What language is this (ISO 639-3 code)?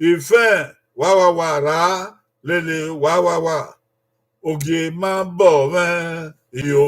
bin